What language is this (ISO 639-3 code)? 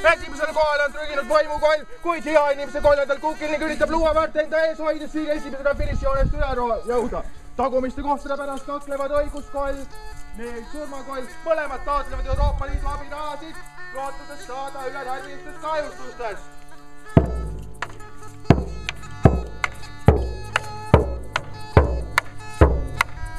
est